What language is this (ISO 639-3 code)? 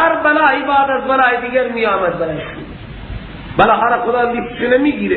fas